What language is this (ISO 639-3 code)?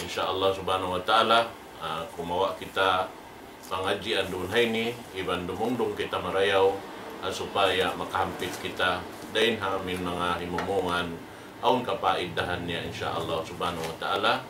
tsg